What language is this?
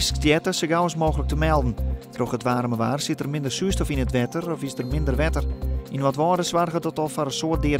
Western Frisian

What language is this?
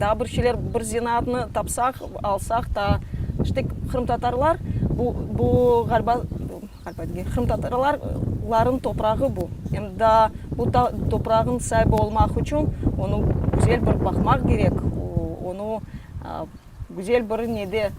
Crimean Tatar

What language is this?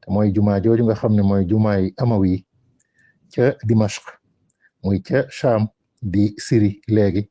Wolof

